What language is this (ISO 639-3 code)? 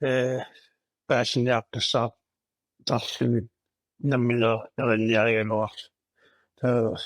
kal